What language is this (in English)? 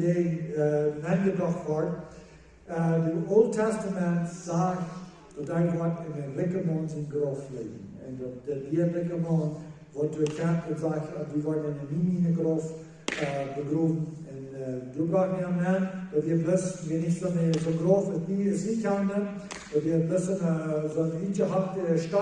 Plautdietsch